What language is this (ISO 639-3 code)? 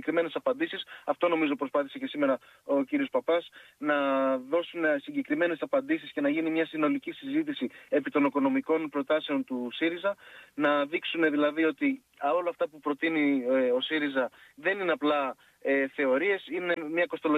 ell